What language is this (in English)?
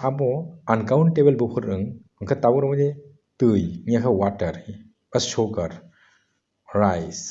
Kok Borok